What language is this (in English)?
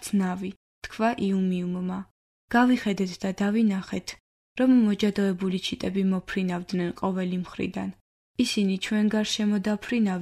Georgian